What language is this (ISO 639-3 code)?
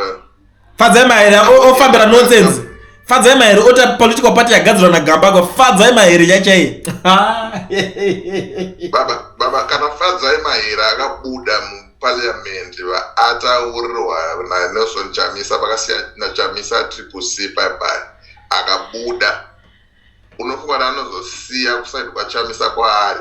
sna